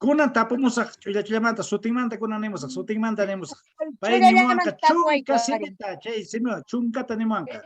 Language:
Quechua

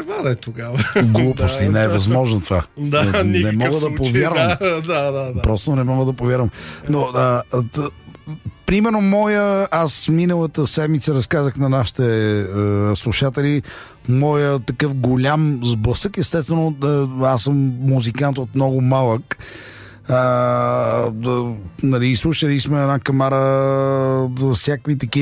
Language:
Bulgarian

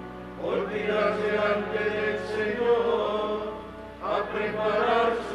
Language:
Spanish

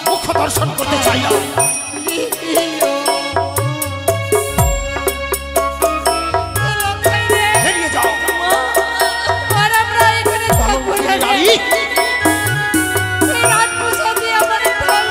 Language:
Bangla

